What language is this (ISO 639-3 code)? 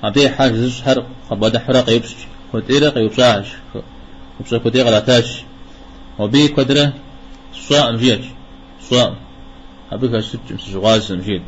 kbd